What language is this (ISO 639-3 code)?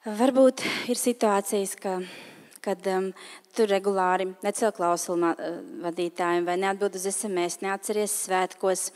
lav